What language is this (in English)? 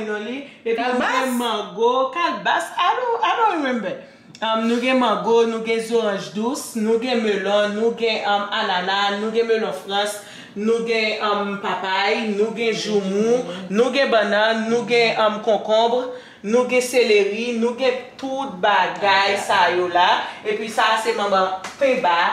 Haitian Creole